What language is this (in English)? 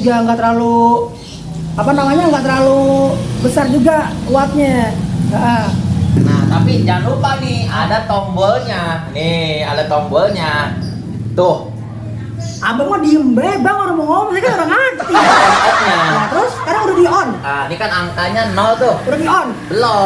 Betawi